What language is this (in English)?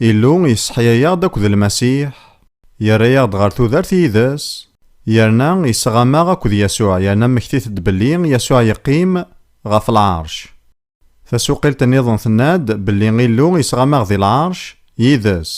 Kabyle